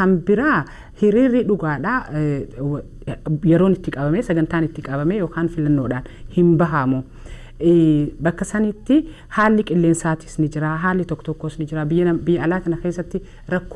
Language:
Oromo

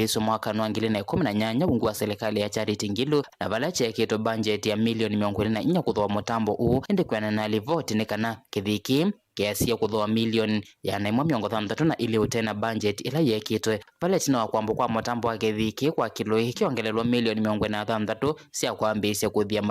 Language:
Kamba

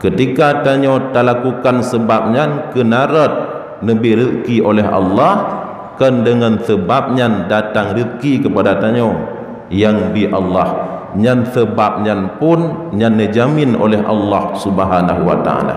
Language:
Achinese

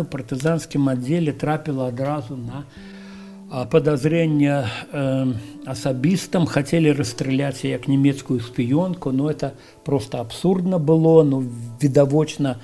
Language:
Belarusian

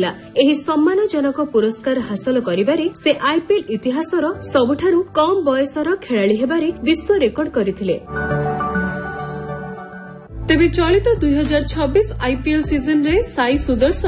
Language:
Odia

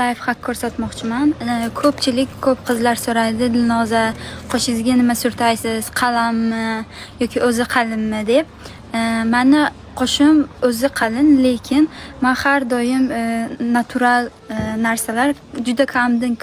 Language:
Uzbek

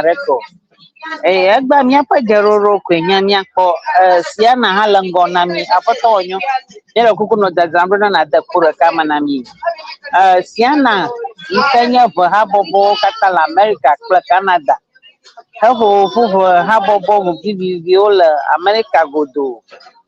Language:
Ewe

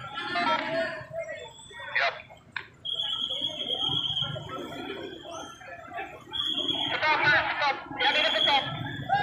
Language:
Indonesian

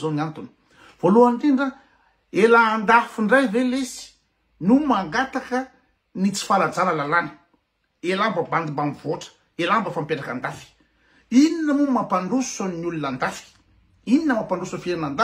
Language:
Malagasy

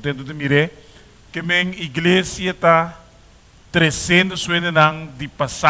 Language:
Papiamento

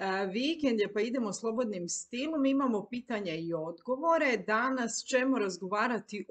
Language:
Croatian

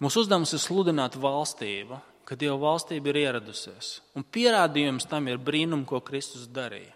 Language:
Latvian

